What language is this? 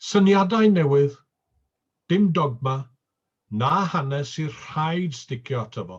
Welsh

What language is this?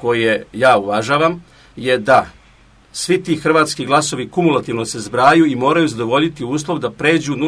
Serbian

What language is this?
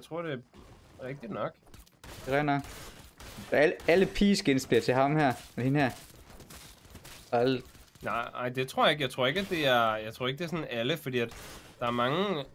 Danish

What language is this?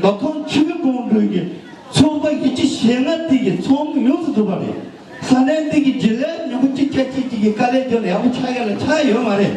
Tibetan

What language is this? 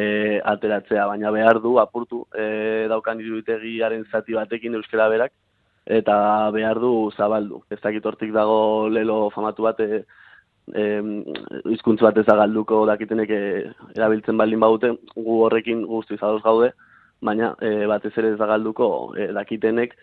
Basque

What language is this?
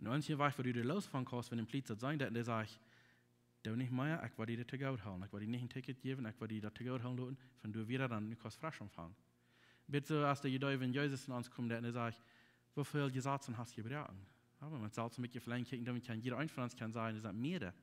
Plautdietsch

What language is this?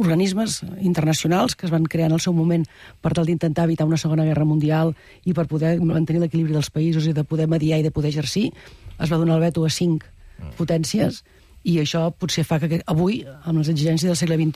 Catalan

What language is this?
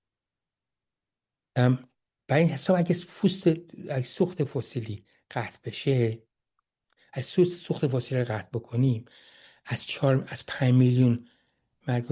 Persian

